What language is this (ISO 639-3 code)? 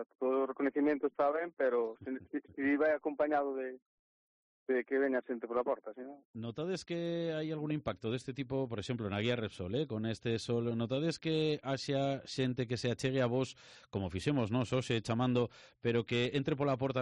glg